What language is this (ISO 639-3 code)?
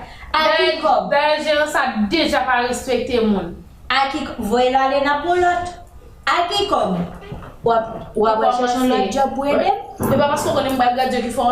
hat